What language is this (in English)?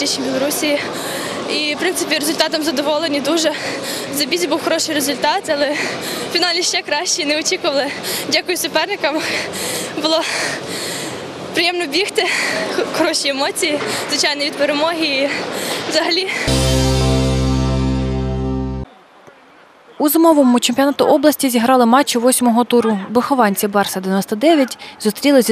Ukrainian